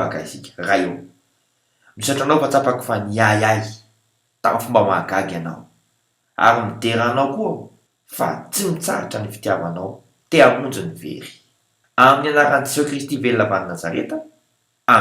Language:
Malagasy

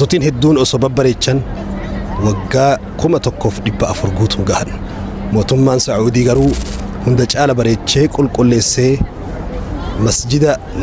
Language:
Oromo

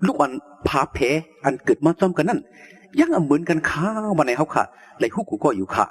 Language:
Shan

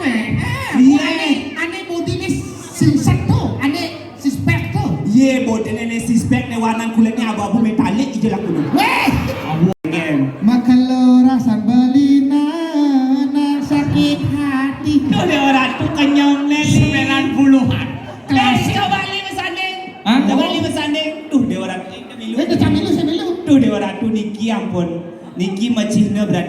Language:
Balinese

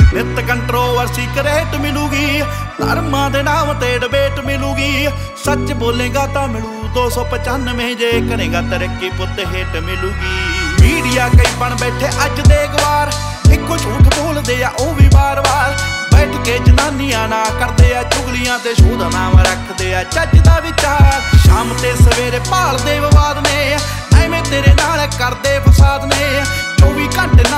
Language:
Punjabi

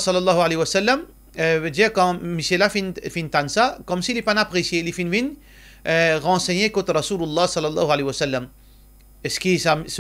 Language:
Morisyen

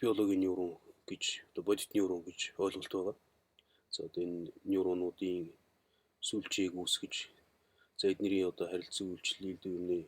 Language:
Mongolian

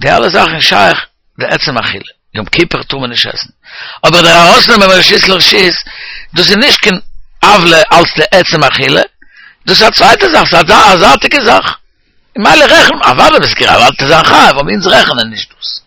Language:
Yiddish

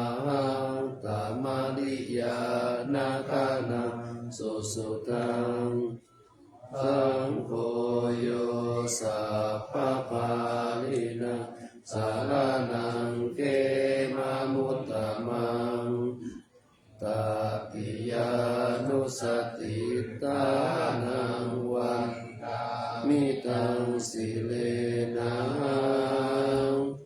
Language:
Pali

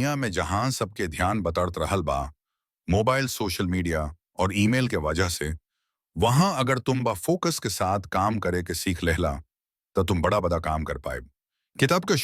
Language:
Bhojpuri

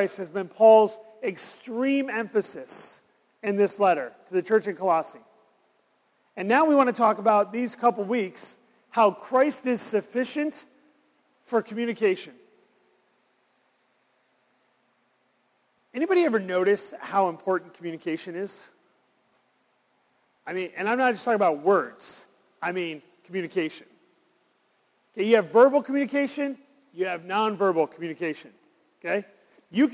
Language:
English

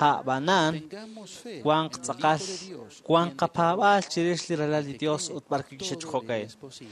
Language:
Kekchí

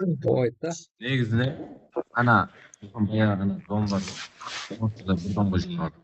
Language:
Kara-Kalpak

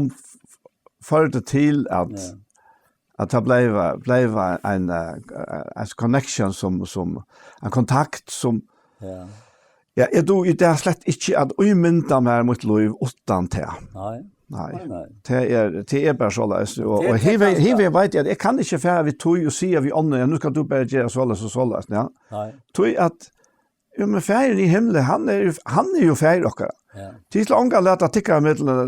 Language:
Faroese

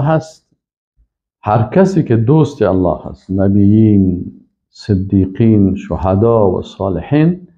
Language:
Persian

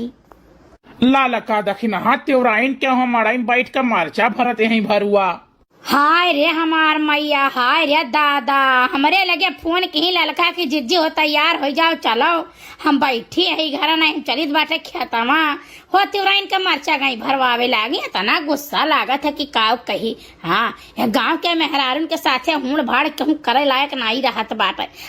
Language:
Awadhi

